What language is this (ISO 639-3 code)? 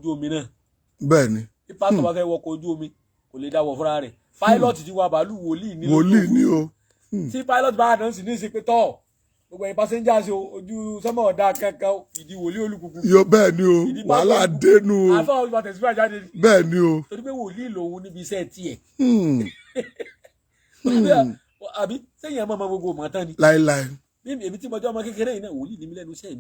yor